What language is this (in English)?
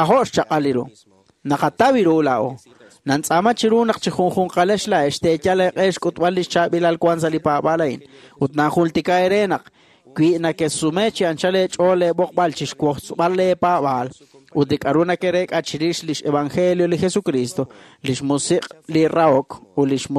Kekchí